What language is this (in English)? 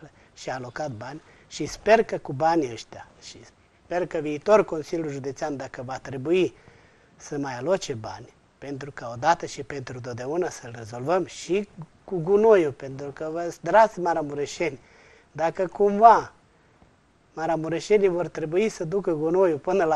Romanian